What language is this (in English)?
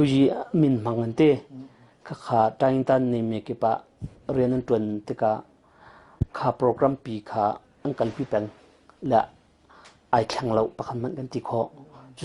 Hakha Chin